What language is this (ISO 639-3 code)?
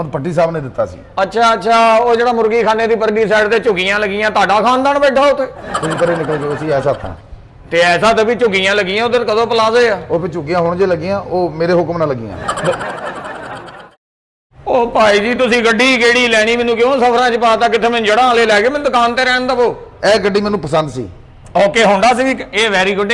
pan